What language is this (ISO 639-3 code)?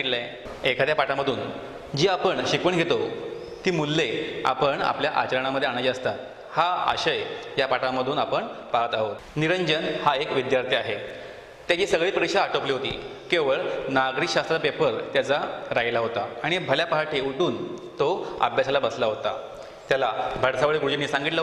mar